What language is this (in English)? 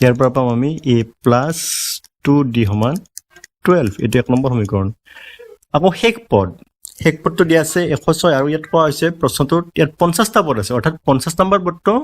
Assamese